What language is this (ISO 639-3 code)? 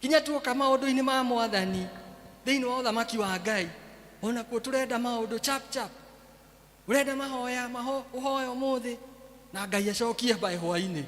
kik